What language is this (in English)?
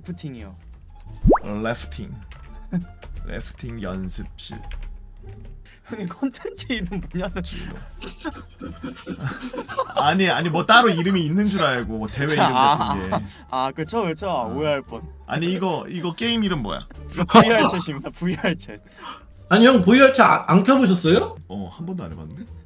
Korean